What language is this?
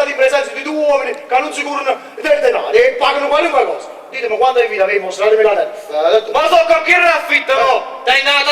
Neapolitan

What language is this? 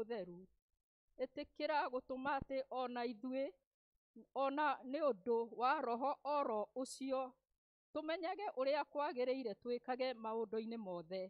Kikuyu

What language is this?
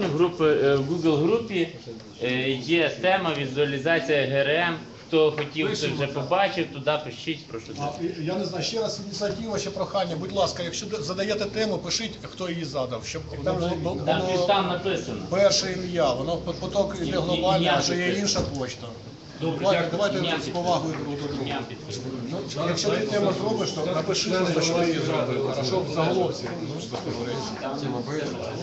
Ukrainian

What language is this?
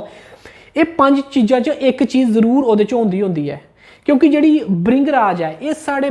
Dogri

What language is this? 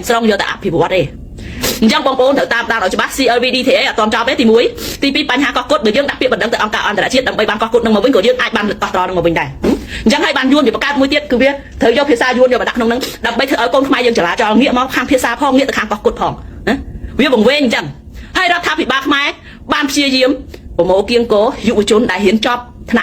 Khmer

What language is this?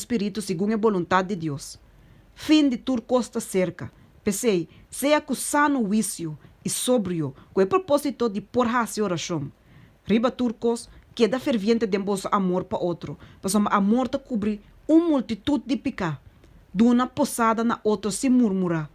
Papiamento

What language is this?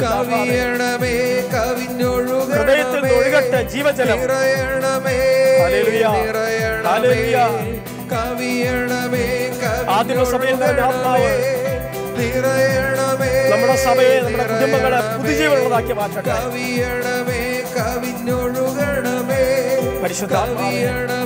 Malayalam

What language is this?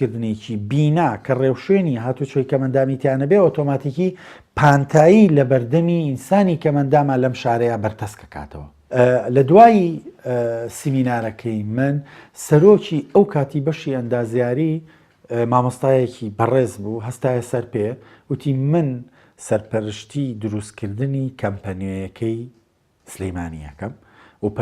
Central Kurdish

